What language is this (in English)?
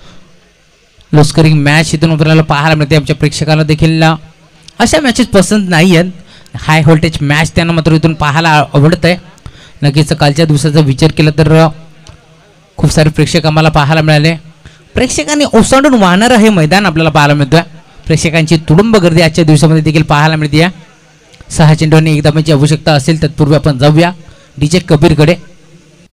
Marathi